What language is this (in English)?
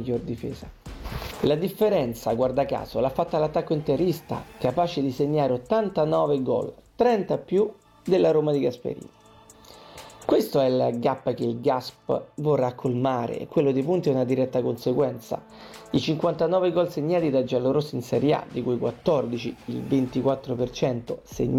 Italian